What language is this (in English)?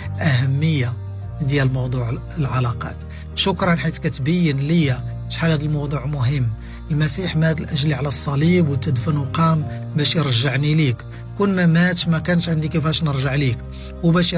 Moroccan Arabic